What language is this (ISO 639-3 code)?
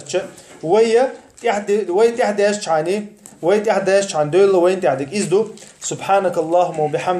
che